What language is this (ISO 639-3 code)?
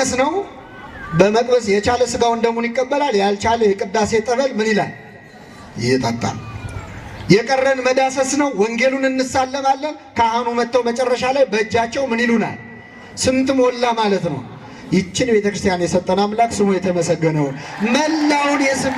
amh